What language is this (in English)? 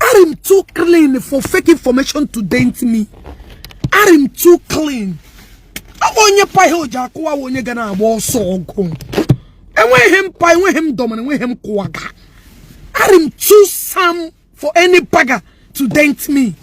Igbo